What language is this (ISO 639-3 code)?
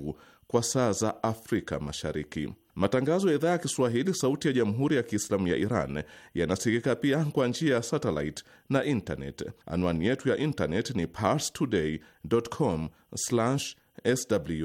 swa